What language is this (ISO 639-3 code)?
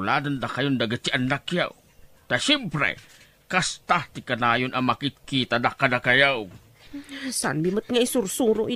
ilo